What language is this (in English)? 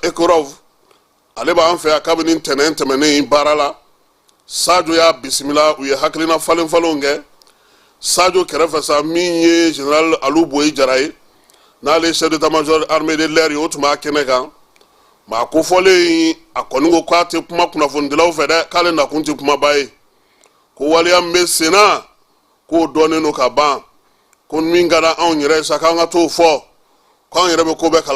Bambara